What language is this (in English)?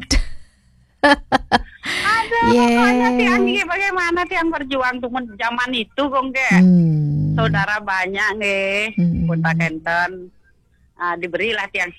Balinese